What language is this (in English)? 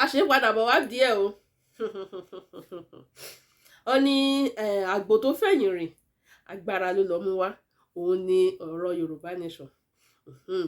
Yoruba